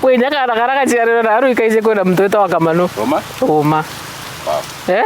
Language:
Meru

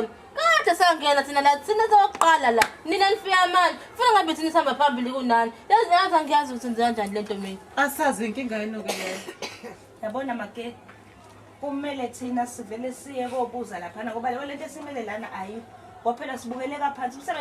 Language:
Zulu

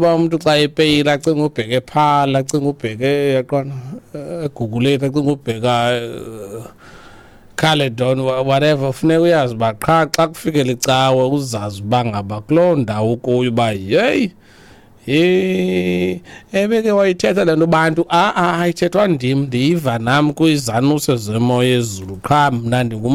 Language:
Xhosa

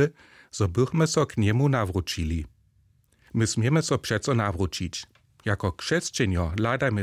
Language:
Upper Sorbian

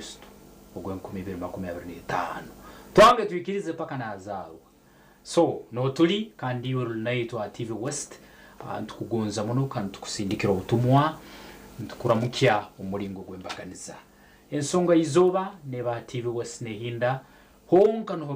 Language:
Nyankole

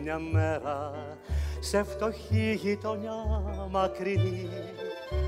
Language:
Greek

